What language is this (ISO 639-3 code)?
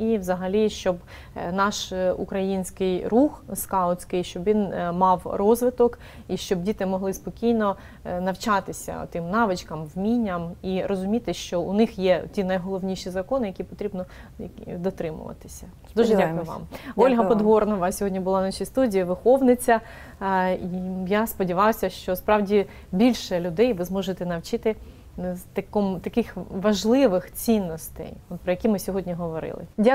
ukr